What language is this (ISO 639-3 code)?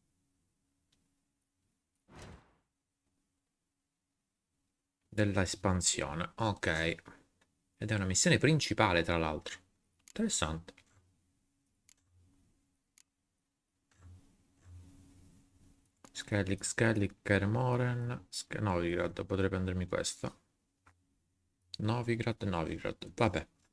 ita